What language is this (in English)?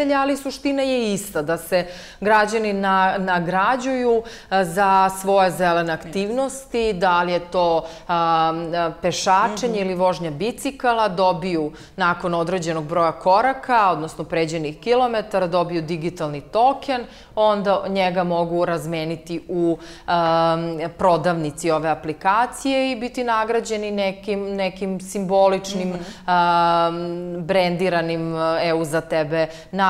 Serbian